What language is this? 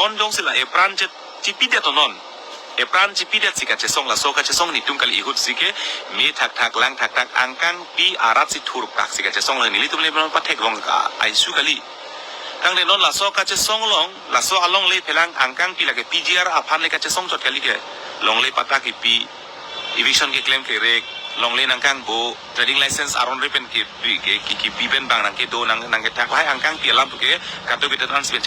Karbi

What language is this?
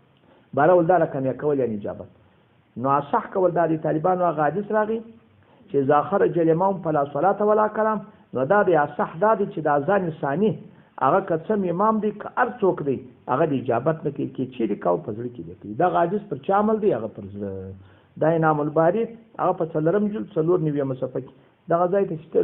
Pashto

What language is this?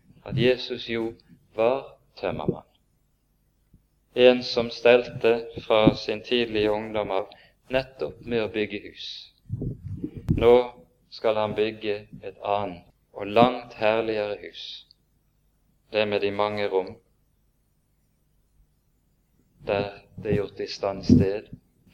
Norwegian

